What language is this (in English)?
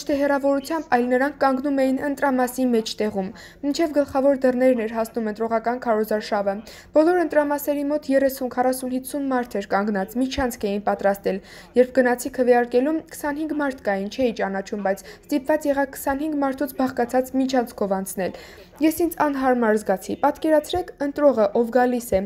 Armenian